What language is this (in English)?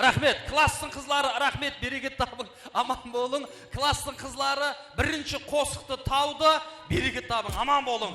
Kara-Kalpak